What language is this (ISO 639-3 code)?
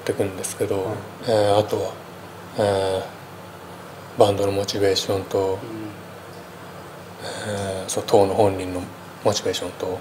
jpn